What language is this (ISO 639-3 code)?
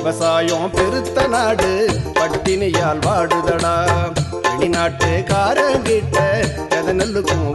tam